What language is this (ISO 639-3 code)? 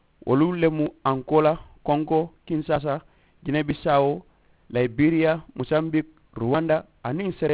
man